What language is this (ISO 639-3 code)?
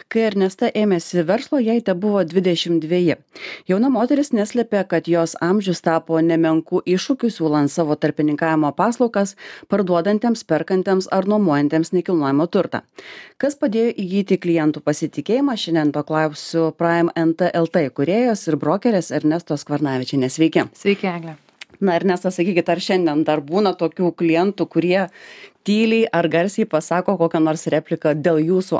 lit